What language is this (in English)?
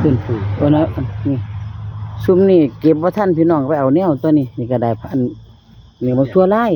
Northeastern Thai